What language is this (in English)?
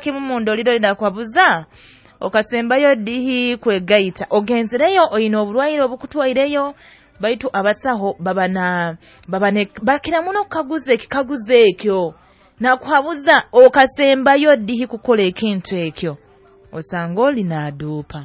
Nyoro